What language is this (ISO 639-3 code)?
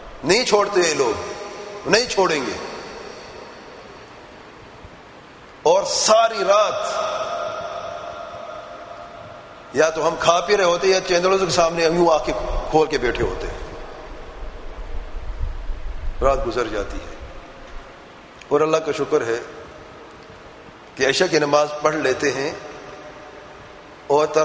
urd